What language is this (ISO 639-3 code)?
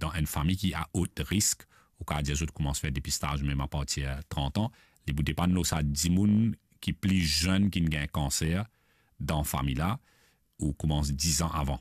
mfe